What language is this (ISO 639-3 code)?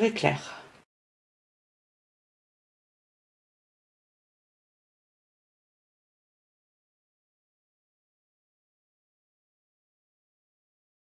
fra